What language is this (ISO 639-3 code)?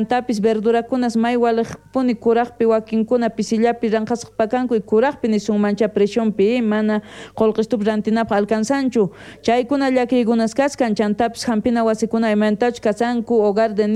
quh